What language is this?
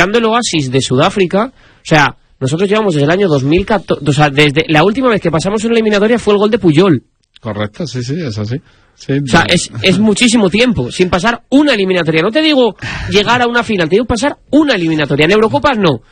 Spanish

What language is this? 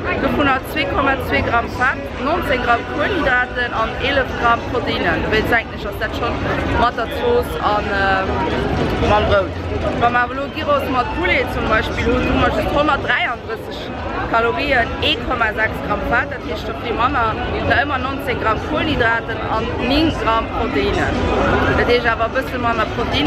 Luxembourgish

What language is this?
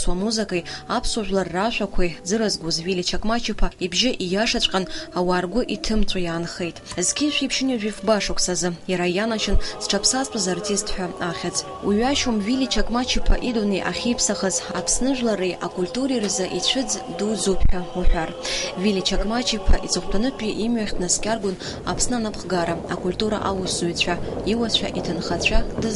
Abkhazian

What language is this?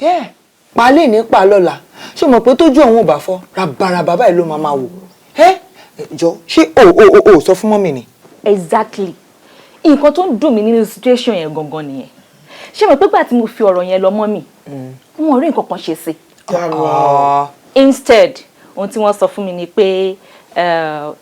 Yoruba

